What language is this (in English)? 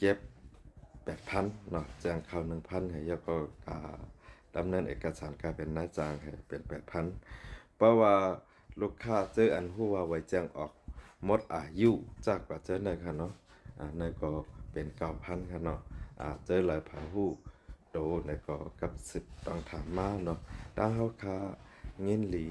Shan